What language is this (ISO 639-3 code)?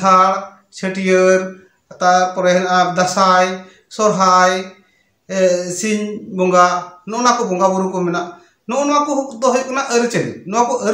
sat